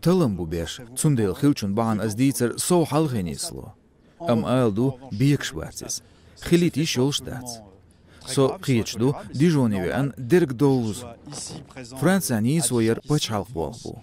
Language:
Chechen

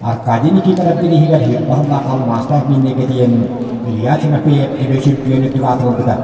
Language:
Yakut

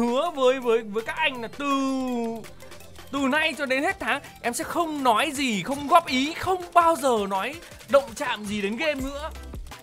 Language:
Vietnamese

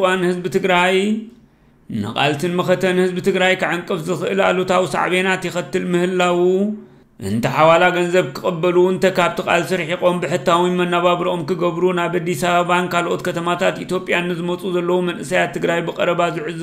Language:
Tigrinya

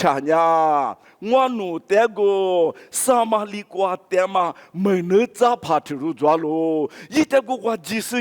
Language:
Lisu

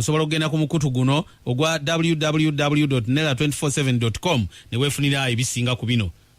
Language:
Ganda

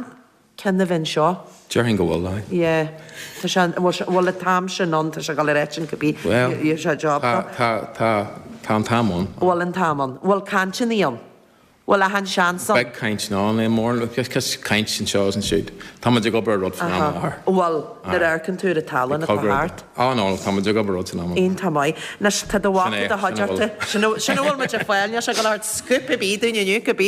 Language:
Irish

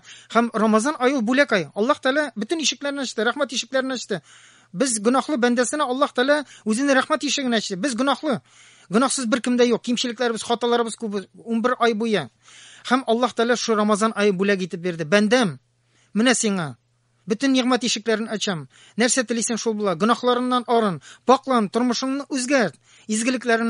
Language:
Tatar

